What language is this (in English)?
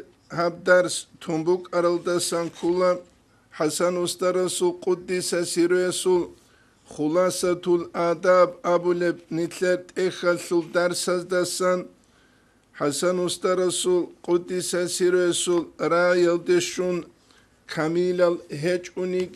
Avaric